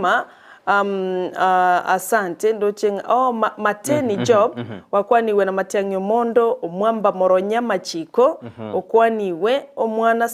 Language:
Gusii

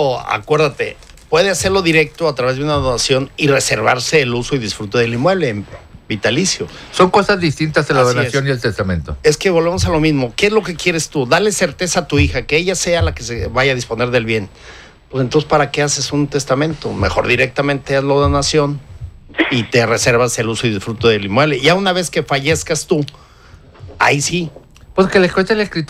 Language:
Spanish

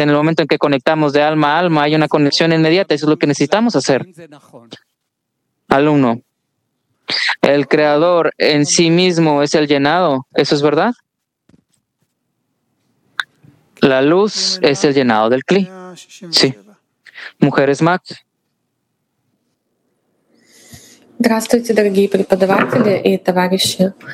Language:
Spanish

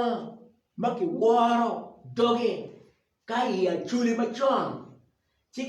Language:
Acoli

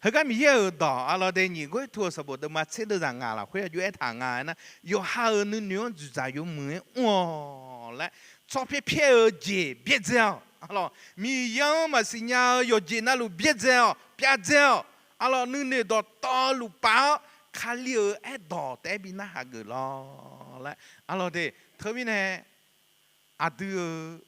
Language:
Akha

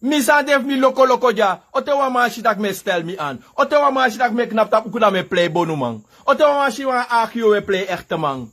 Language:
Sranan Tongo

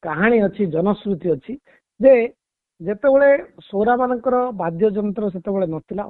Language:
Odia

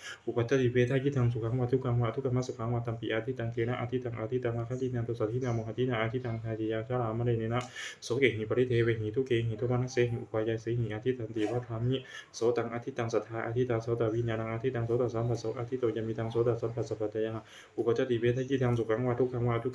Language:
Pali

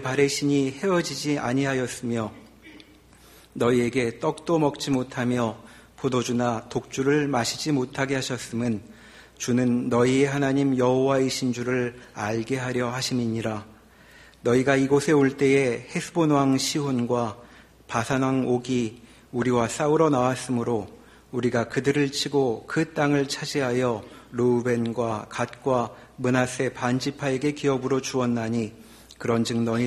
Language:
Korean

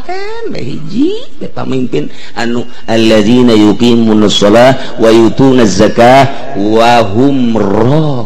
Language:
Sundanese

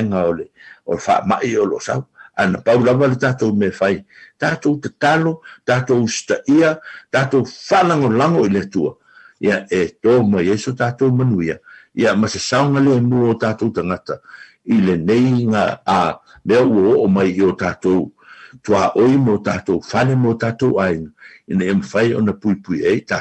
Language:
Samoan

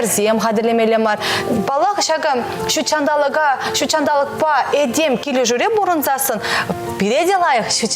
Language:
Chuvash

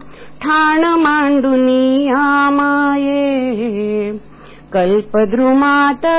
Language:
Marathi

